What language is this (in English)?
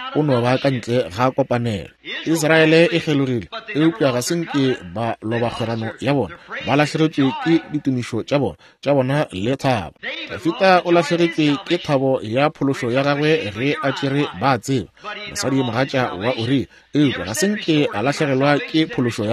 Northern Sotho